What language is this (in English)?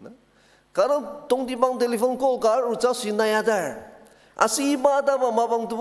Ao Naga